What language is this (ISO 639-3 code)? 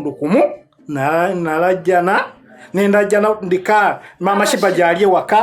lug